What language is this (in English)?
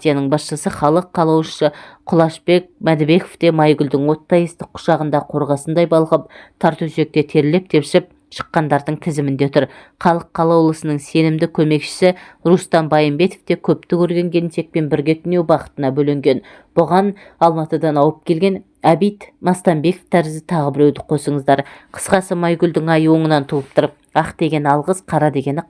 Kazakh